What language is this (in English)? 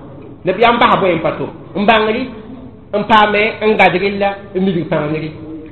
Mossi